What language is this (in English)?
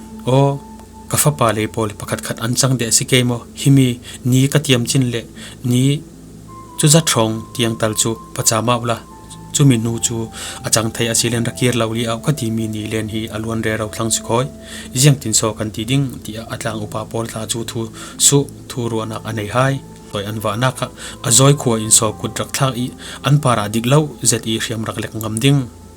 Falam Chin